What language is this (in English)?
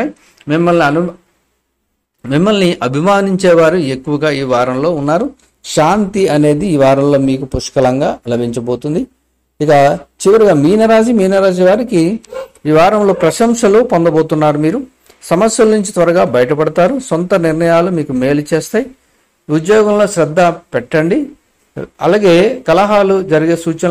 Telugu